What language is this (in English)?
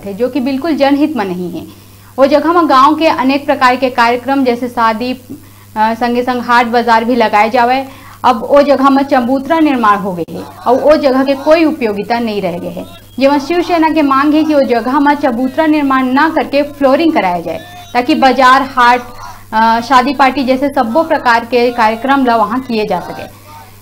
Chhattisgarhi